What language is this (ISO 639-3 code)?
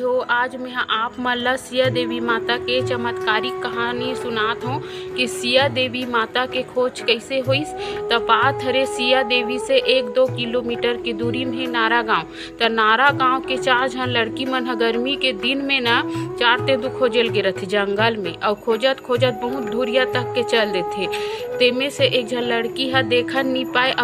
hne